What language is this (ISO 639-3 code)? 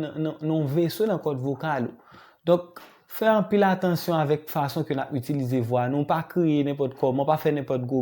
hat